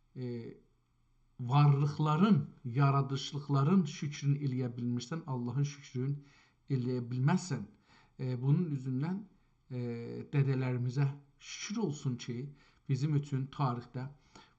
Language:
South Azerbaijani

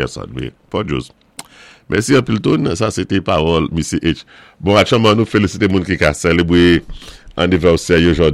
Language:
Saint Lucian Creole French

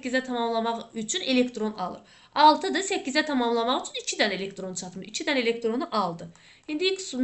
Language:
Azerbaijani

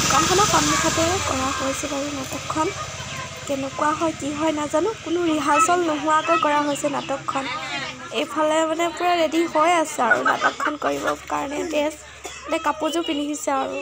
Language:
Assamese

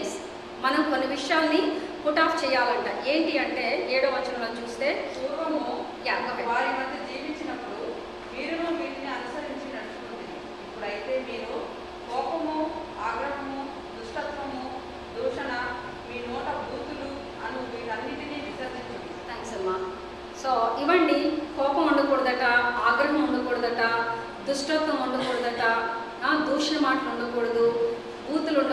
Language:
Telugu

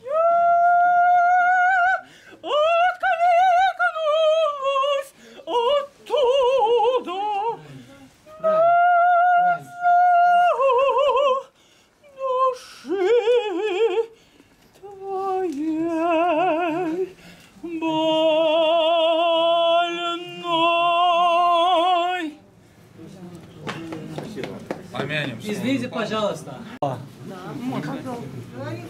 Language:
Russian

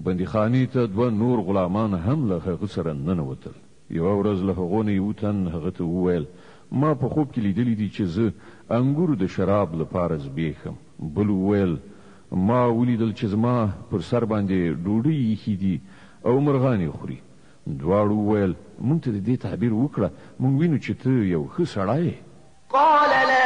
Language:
Pashto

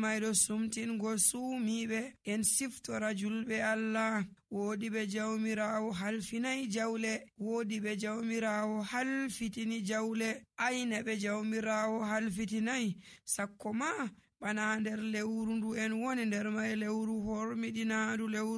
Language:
Nigerian Fulfulde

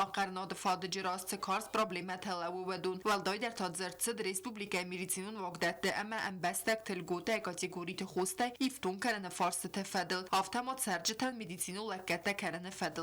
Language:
Ossetic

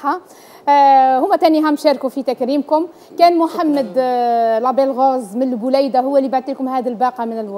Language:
Algerian Arabic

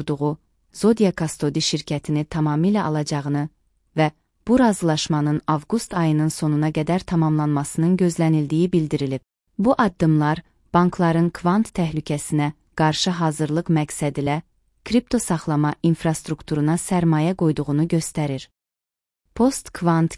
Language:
Azerbaijani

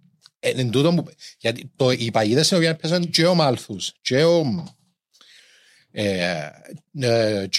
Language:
Greek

